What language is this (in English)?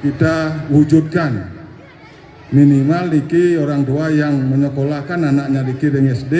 Balinese